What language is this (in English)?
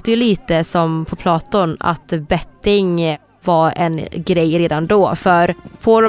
Swedish